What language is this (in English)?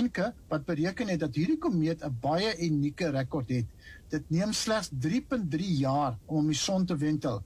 Afrikaans